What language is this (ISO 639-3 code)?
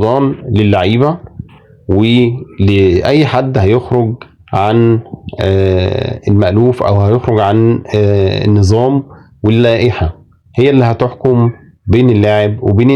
arz